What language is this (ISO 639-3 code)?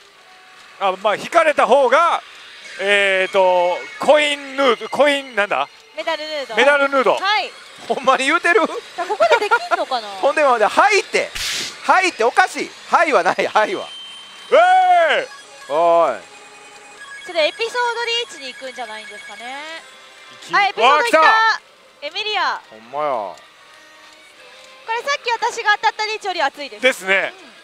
jpn